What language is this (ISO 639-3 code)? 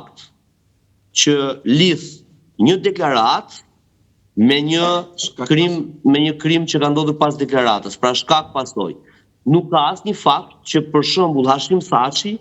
sqi